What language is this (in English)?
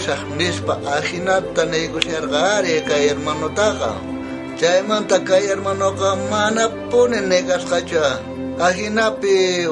South Bolivian Quechua